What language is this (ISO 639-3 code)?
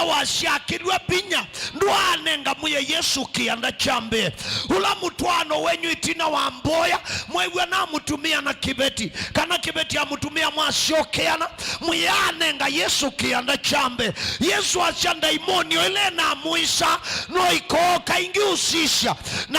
kam